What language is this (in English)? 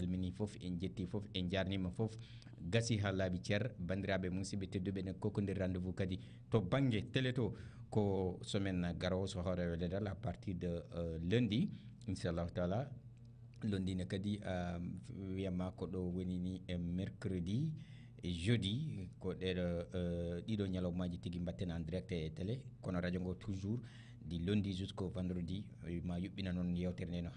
Fula